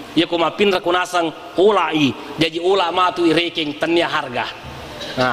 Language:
Buginese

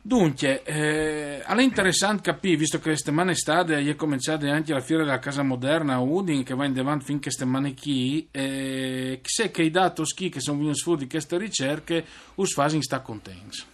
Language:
Friulian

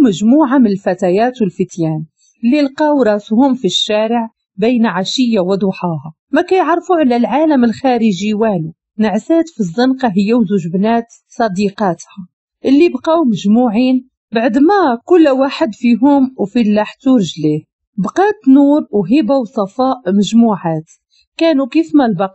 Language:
Moroccan Arabic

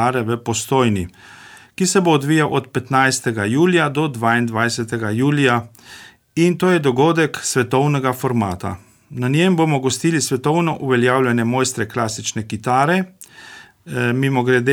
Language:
Slovenian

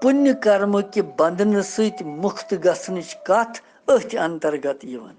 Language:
Kashmiri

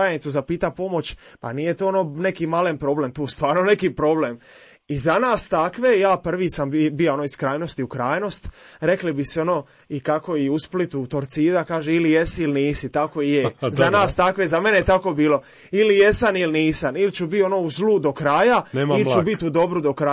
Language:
Croatian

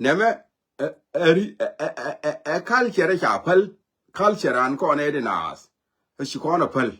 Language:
Nuer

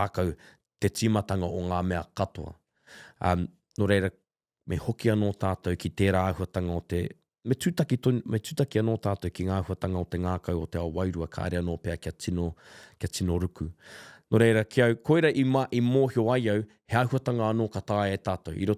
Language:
Māori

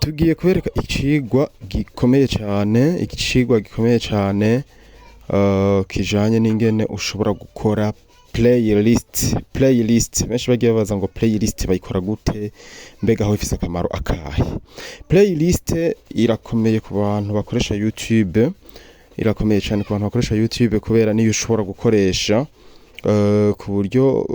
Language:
Rundi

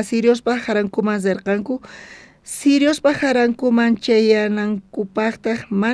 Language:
South Bolivian Quechua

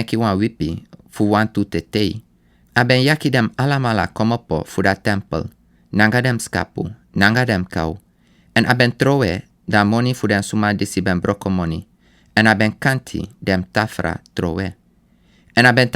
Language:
Sranan Tongo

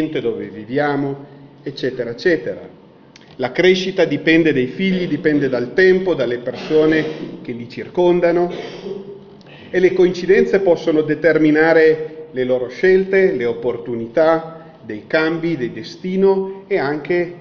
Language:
Italian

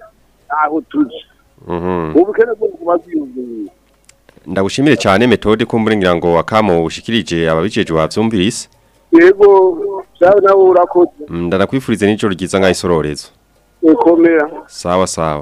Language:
Rundi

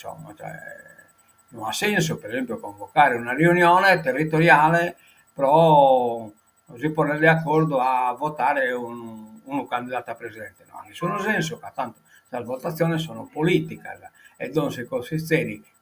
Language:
Sardinian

